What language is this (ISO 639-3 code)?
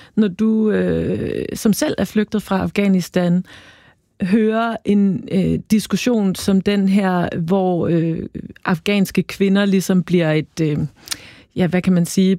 dan